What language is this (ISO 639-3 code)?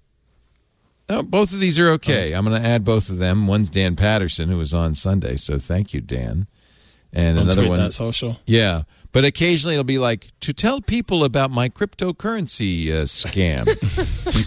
eng